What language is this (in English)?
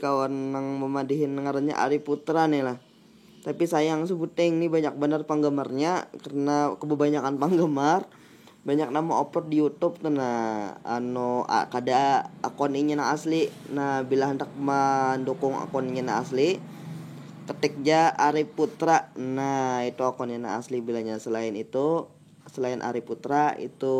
Banjar